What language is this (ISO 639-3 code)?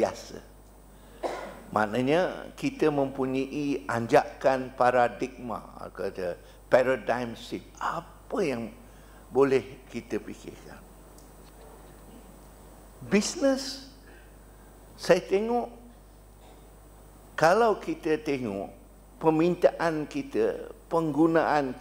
msa